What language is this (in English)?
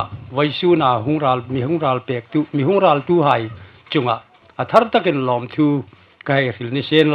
Hmar